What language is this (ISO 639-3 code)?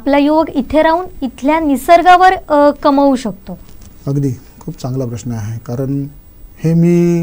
mar